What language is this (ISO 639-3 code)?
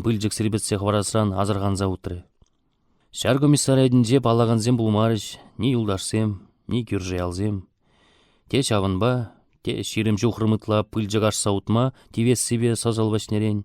chv